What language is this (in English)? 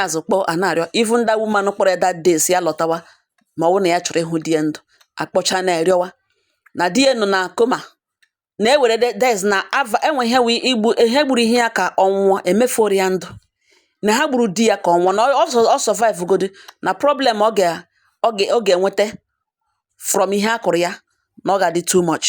Igbo